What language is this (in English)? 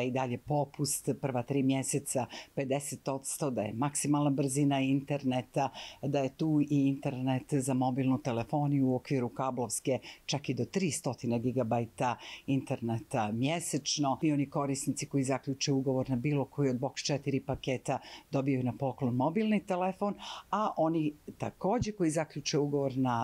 Bosnian